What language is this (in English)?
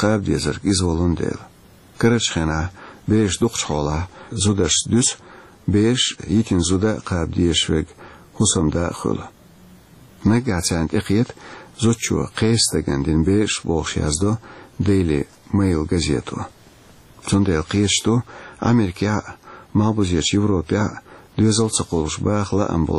Chechen